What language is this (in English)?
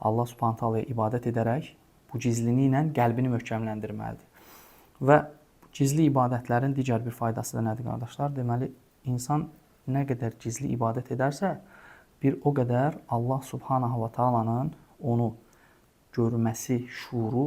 Azerbaijani